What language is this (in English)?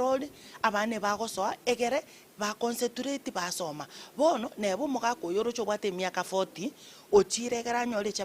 Gusii